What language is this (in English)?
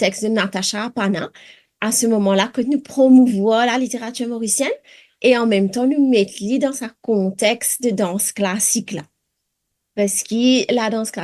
Morisyen